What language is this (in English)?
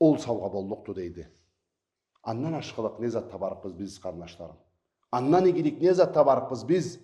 Karachay-Balkar